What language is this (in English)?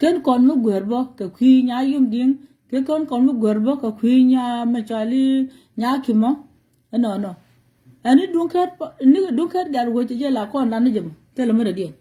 Nuer